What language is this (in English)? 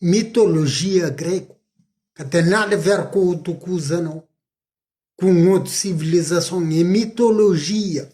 Kabuverdianu